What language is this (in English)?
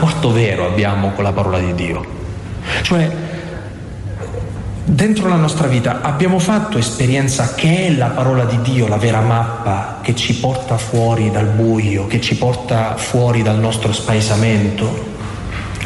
Italian